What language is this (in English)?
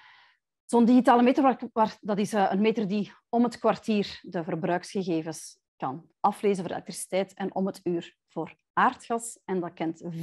Dutch